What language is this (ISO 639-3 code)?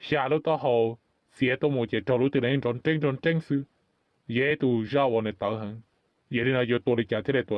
hmn